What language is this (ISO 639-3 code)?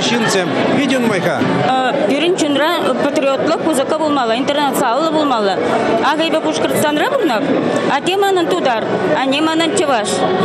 chv